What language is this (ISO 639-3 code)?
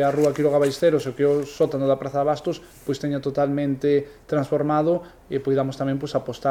glg